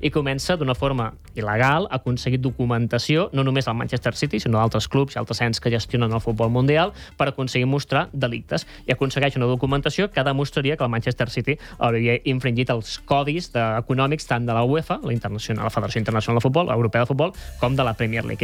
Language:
Catalan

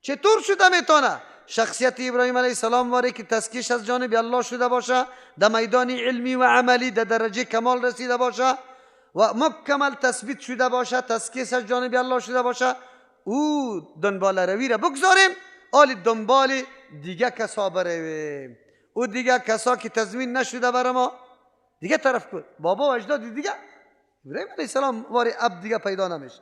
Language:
Persian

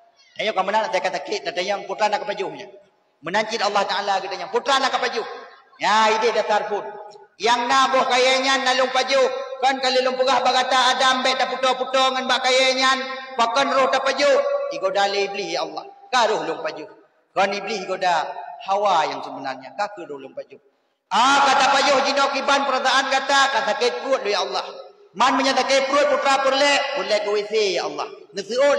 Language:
Achinese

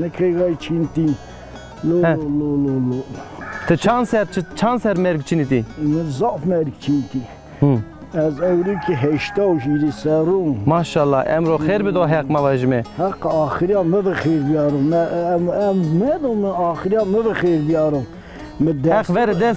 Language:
Zaza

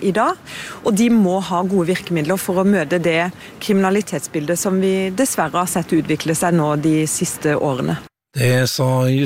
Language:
Norwegian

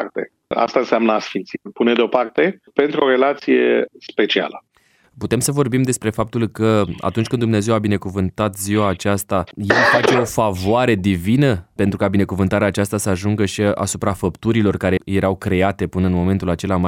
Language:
Romanian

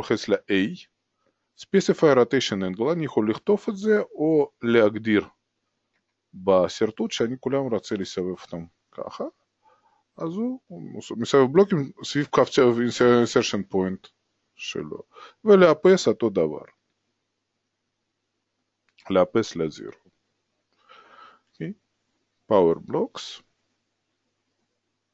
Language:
Hebrew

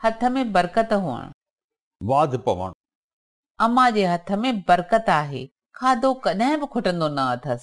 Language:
Sindhi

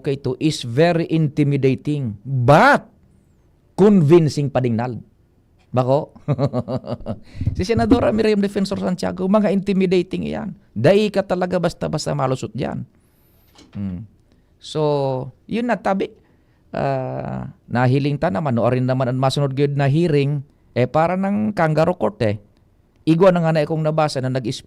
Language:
Bikol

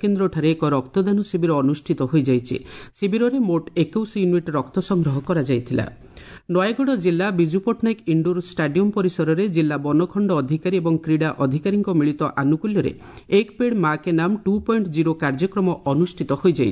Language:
Odia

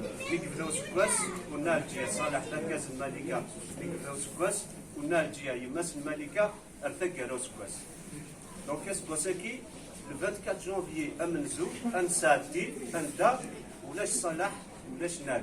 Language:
Kabyle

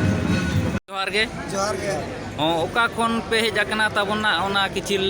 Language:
Santali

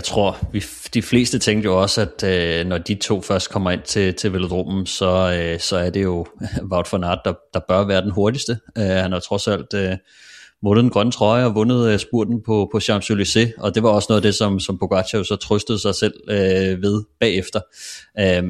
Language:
Danish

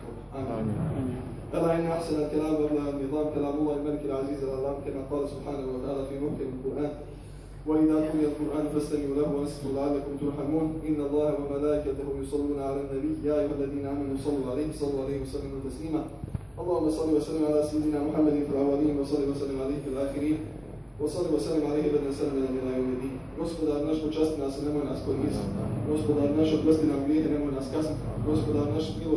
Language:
Bosnian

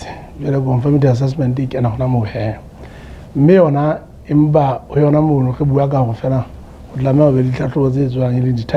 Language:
Southern Sotho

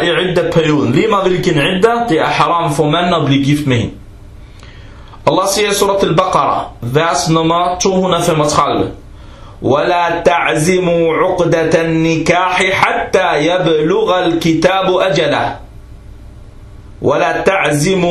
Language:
Danish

